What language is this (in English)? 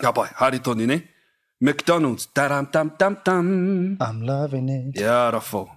Māori